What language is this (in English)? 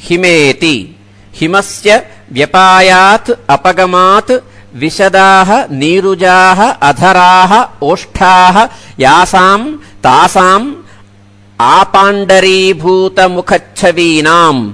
Sanskrit